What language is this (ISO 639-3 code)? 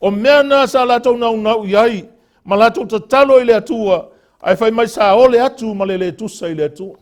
smo